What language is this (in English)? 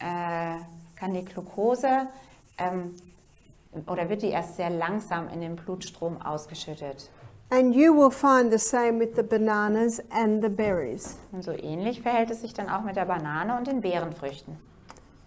German